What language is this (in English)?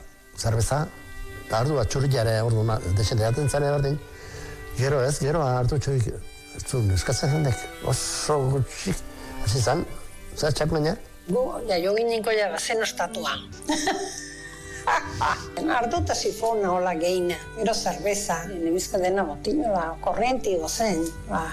Basque